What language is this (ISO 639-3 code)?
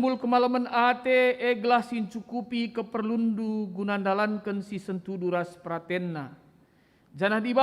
btx